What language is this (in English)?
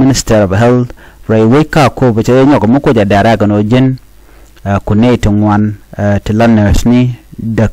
Nuer